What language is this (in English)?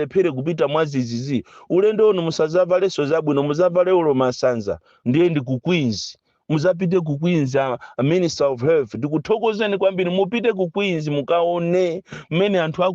Nyanja